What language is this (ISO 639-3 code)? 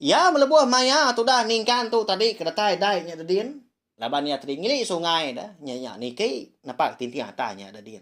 iba